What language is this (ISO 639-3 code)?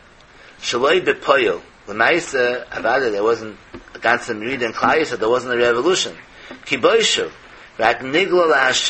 yid